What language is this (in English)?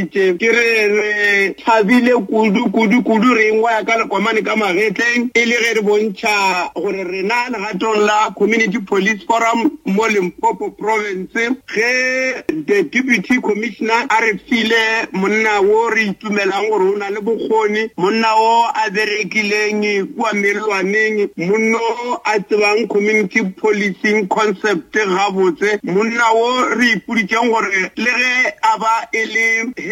Northern Sotho